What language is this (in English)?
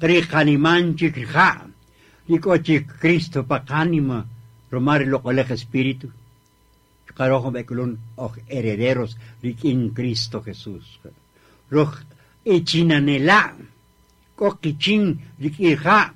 Kaqchikel